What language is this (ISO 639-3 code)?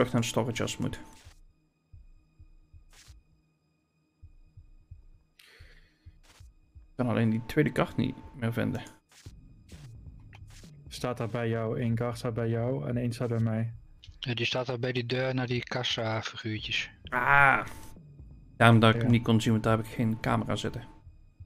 nld